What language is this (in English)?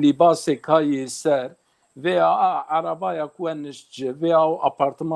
Zaza